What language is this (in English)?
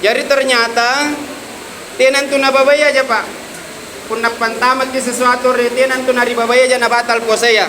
Makasar